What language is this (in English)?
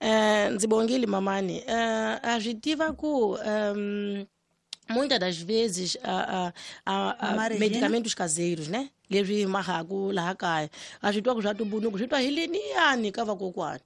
Tsonga